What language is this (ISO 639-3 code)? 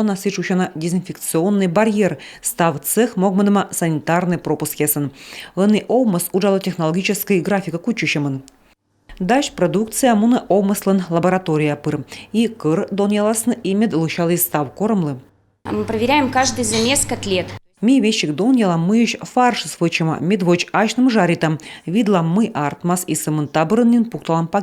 kom